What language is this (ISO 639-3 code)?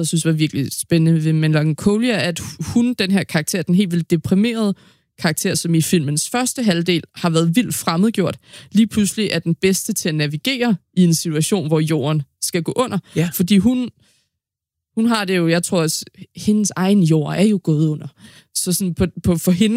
dan